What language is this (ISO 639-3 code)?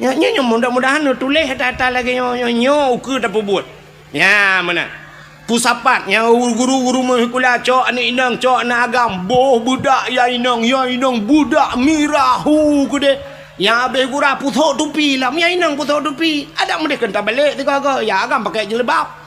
ace